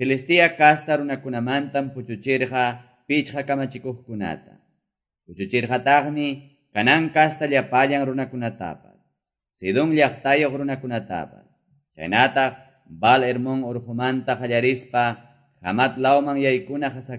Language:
Quechua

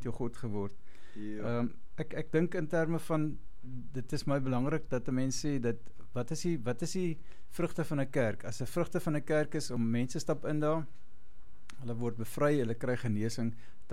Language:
Afrikaans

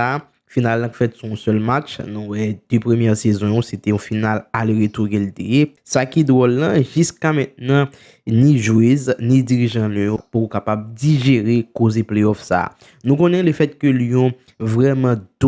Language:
Haitian Creole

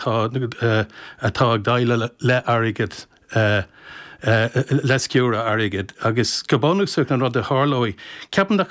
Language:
Irish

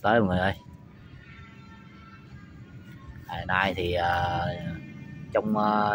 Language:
Vietnamese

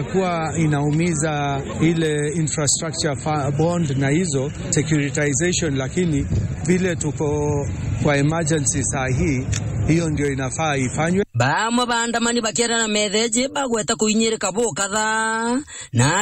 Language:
Meru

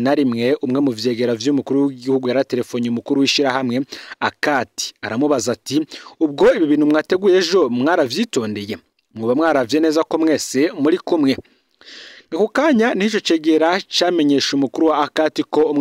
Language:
Rundi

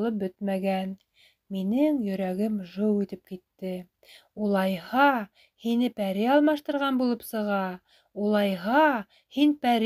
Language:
Bashkir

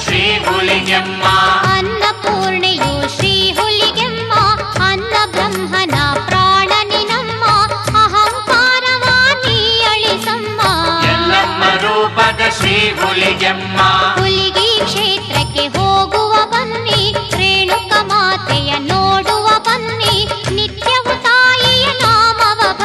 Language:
Kannada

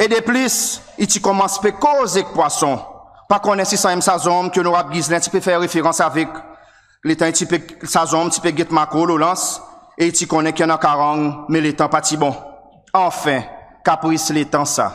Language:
Seselwa Creole French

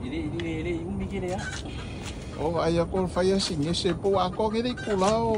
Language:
Samoan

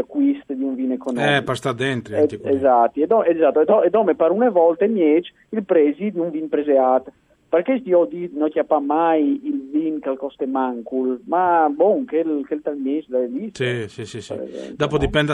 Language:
Friulian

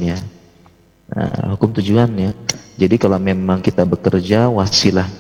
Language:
Indonesian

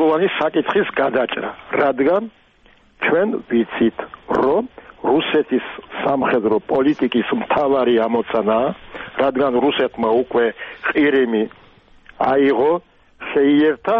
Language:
Georgian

